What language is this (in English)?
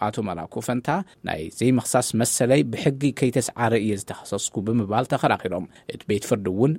Tigrinya